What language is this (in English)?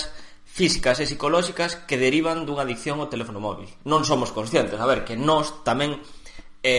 Galician